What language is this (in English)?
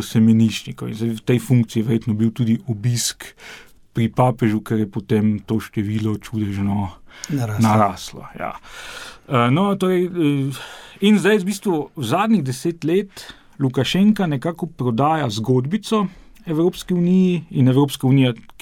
Slovenian